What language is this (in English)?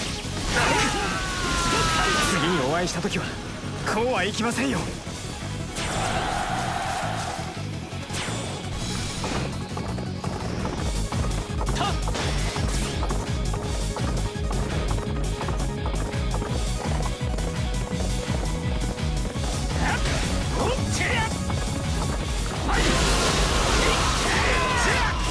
Japanese